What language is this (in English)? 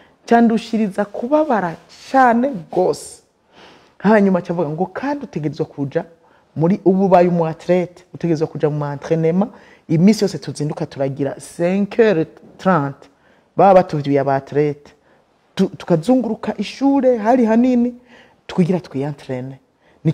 Rundi